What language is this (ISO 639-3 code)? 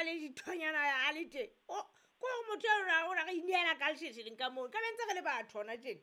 sot